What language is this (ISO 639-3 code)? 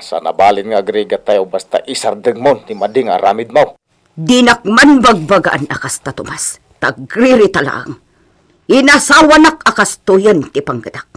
ilo